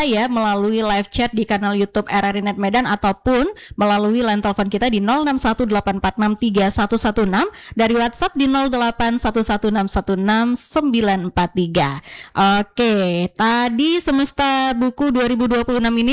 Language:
Indonesian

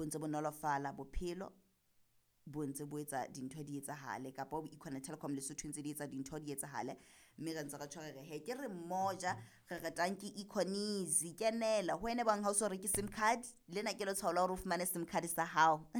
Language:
Southern Sotho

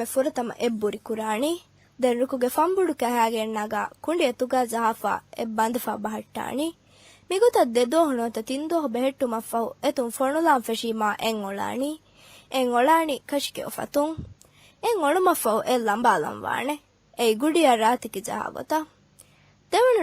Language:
Divehi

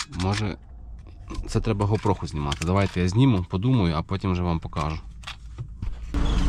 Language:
Ukrainian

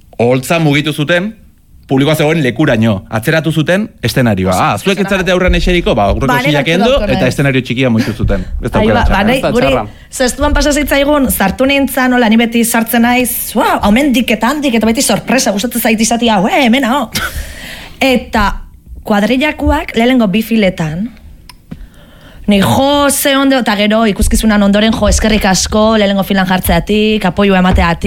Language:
Basque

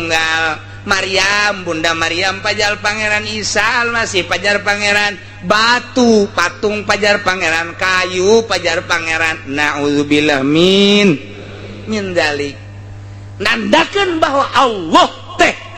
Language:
Sundanese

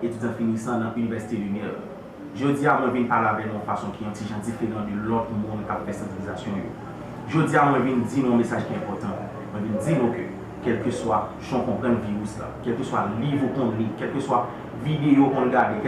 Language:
Haitian Creole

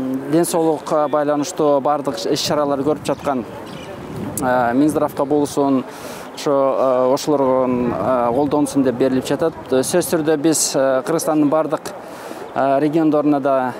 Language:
Kyrgyz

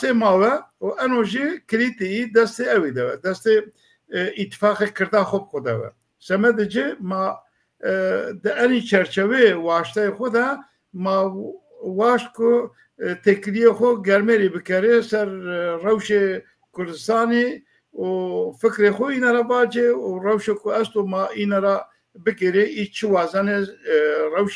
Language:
Zaza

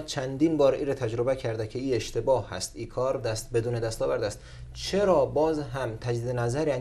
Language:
Persian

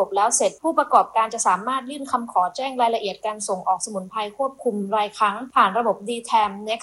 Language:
Thai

